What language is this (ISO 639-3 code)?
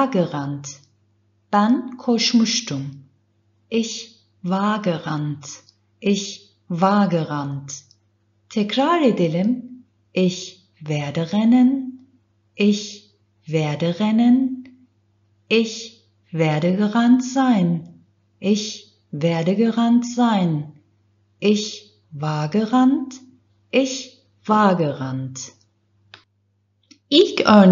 tur